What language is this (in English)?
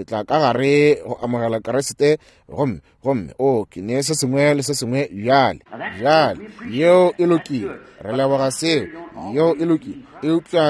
Northern Sotho